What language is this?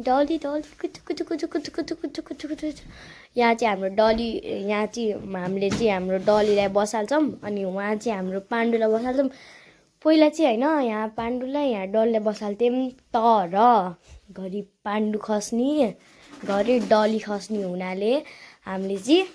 Nepali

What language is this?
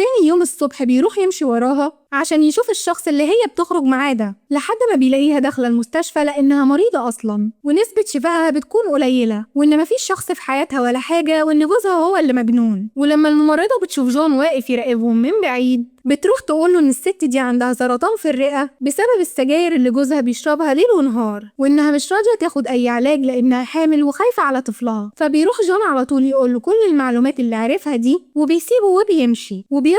Egyptian Arabic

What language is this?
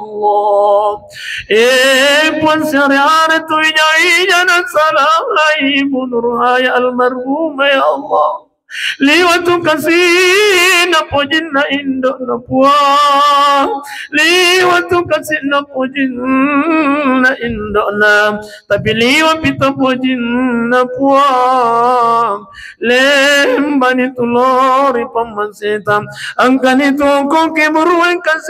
Buginese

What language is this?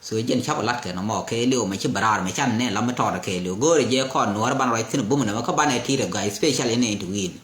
Nuer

